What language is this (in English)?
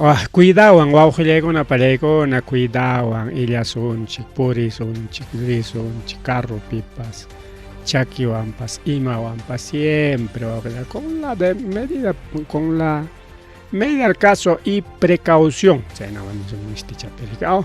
Ayacucho Quechua